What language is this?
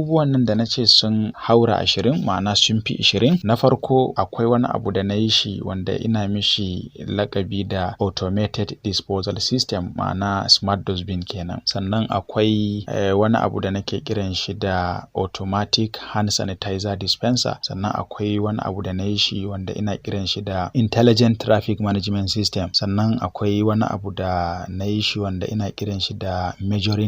Hausa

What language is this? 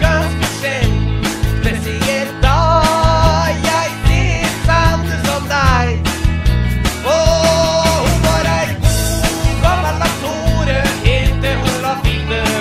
Norwegian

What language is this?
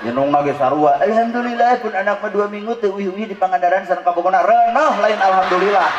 Sundanese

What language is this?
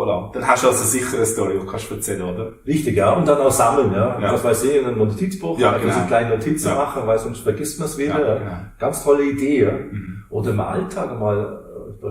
Swiss German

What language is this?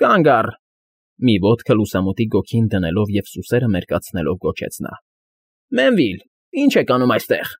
Armenian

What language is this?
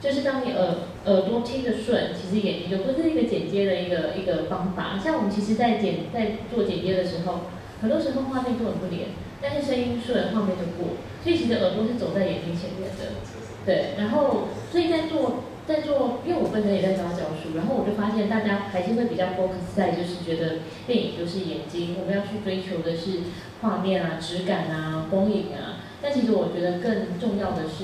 Chinese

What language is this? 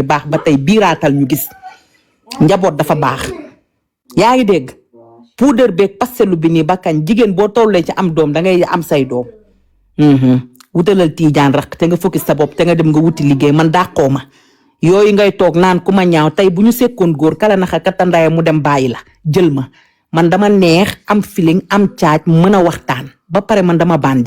Wolof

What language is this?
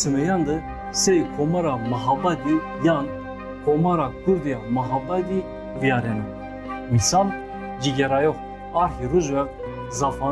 Zaza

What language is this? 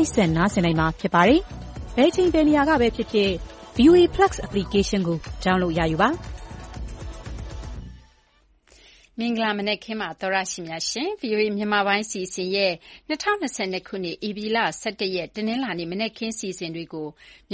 Burmese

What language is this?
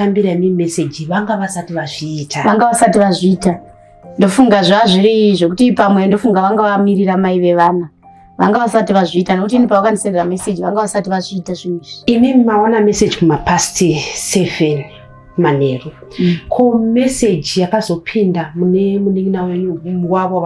Shona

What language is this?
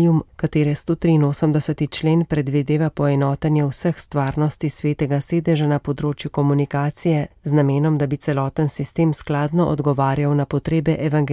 Slovenian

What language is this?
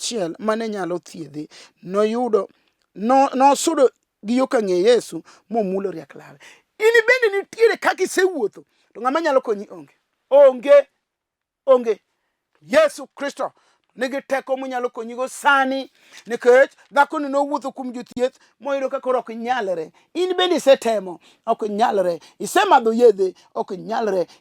Luo (Kenya and Tanzania)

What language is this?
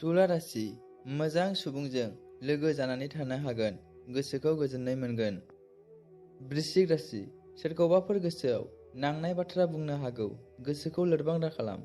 Bodo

